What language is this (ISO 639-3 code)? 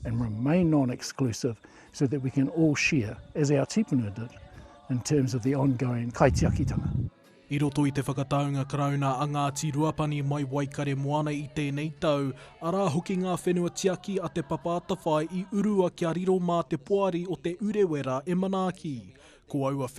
mri